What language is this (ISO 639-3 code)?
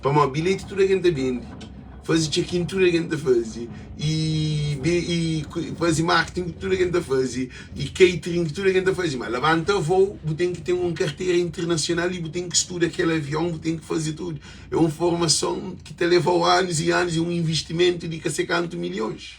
kea